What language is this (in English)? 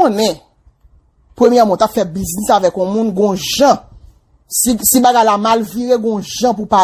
Haitian Creole